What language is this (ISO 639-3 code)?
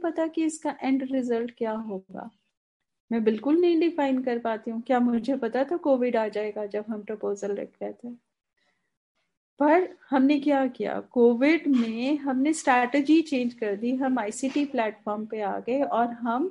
hin